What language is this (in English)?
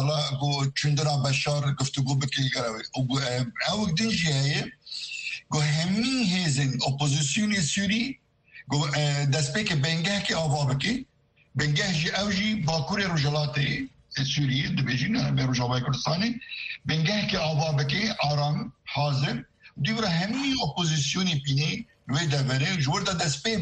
Kurdish